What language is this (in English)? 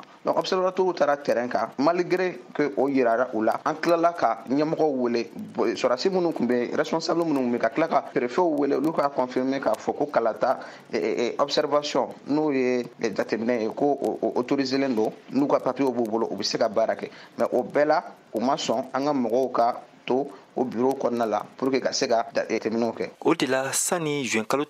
Bambara